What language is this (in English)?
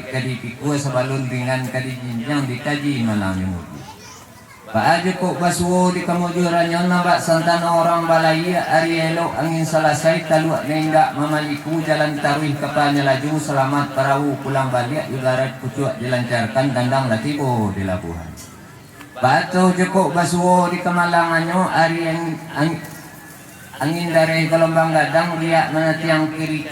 Minangkabau